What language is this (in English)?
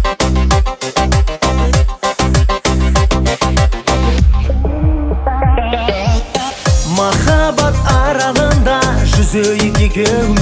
Kazakh